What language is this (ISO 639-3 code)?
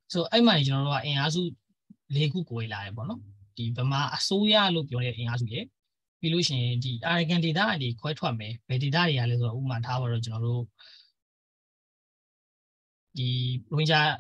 mya